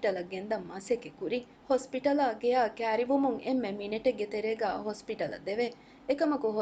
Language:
Divehi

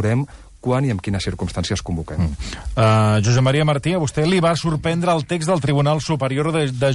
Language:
Catalan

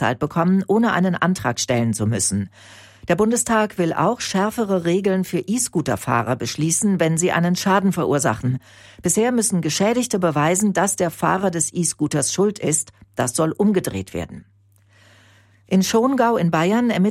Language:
German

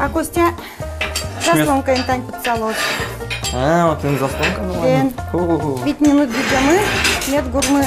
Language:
Udmurt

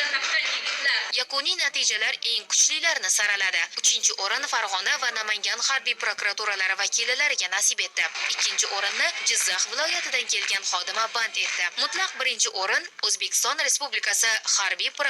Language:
Uzbek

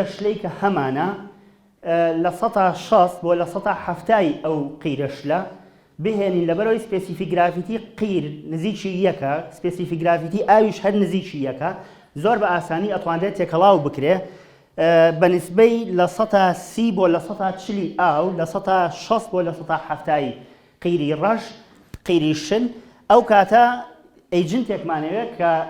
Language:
Central Kurdish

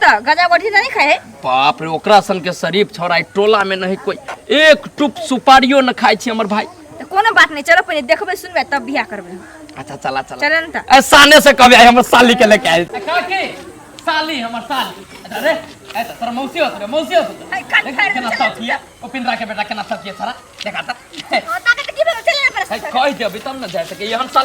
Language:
Maithili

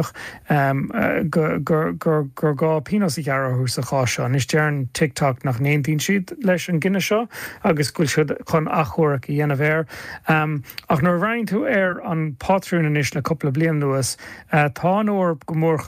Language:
Irish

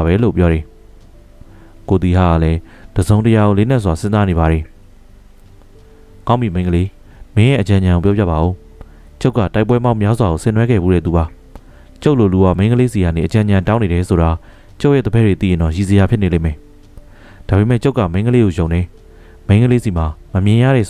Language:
Burmese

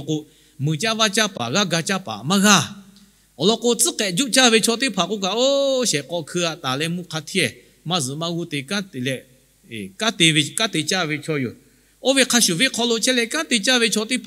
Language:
Lahu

